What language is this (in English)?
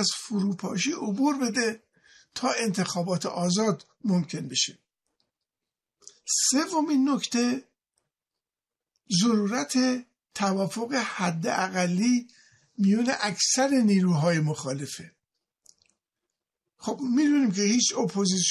Persian